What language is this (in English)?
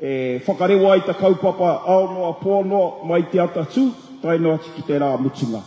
Māori